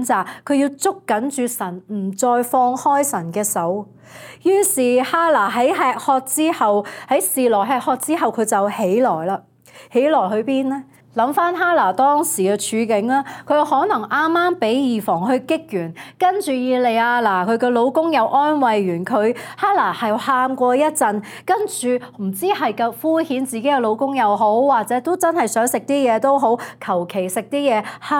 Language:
Cantonese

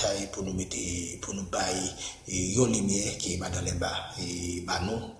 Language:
Haitian Creole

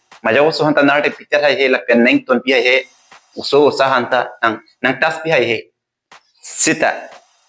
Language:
Karbi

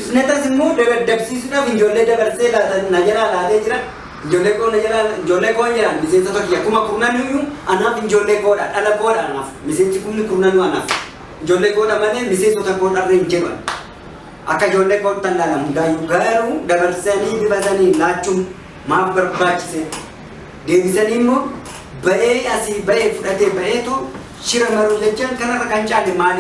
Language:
Oromo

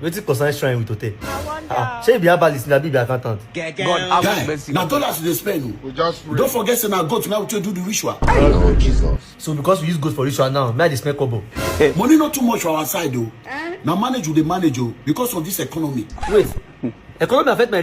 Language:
Nigerian Pidgin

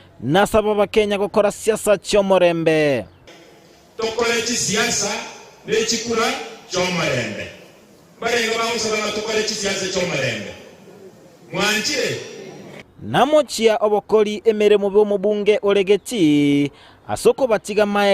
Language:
Gusii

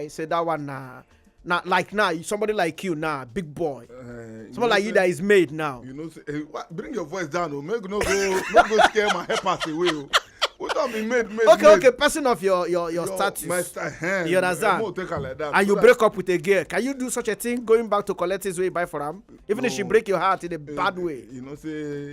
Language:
Nigerian Pidgin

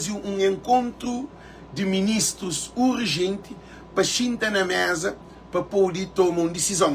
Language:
Kabuverdianu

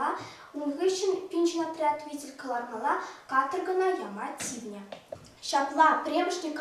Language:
Chuvash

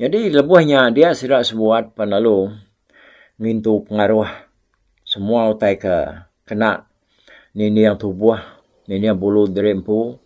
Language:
Iban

